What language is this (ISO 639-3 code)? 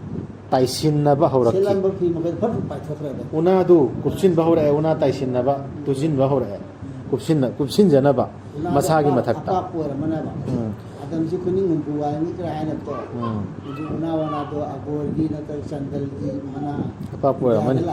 mni